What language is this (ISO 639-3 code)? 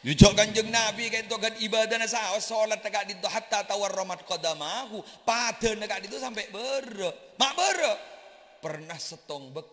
mad